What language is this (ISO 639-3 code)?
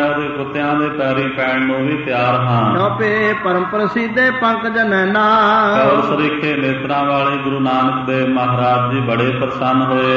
pan